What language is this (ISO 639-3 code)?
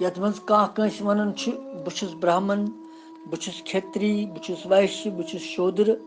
kas